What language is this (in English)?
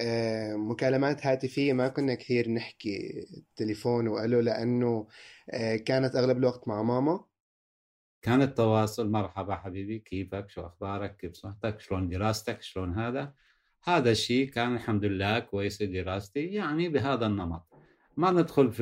North Levantine Arabic